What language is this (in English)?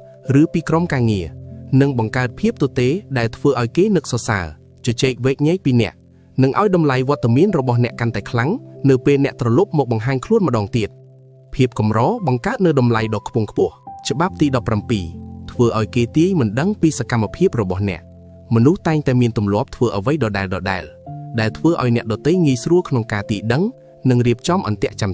Khmer